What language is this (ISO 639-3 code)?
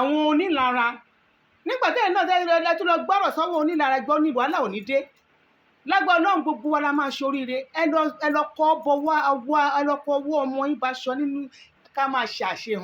yor